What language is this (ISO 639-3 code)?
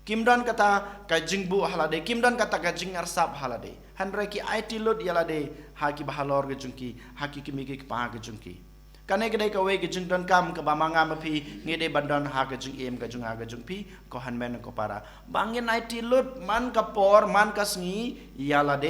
kha